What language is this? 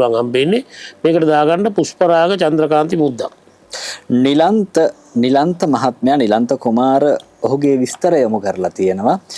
Sinhala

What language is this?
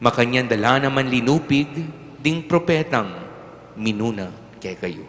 Pampanga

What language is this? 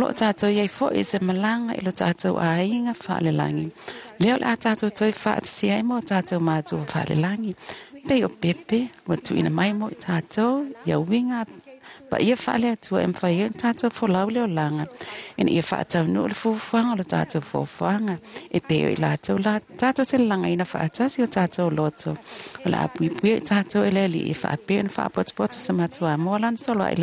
Samoan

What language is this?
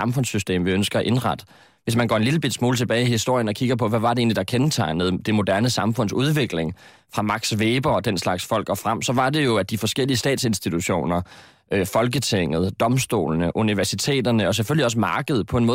Danish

